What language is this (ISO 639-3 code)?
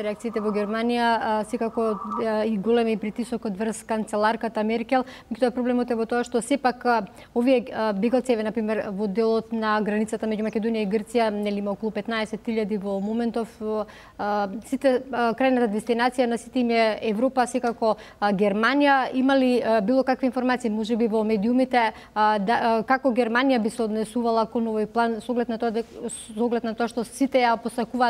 mkd